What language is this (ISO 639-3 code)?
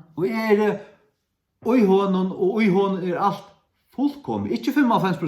fao